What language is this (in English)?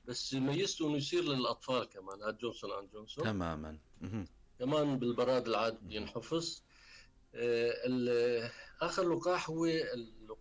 North Levantine Arabic